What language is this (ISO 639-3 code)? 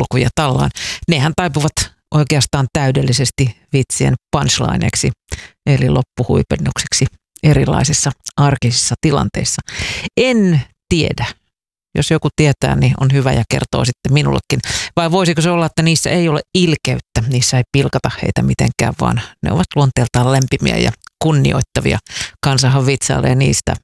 fin